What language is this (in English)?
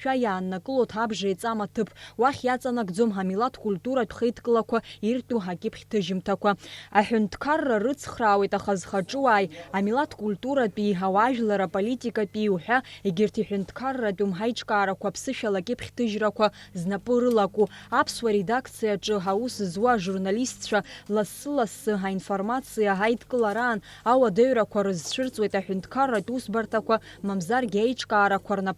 Abkhazian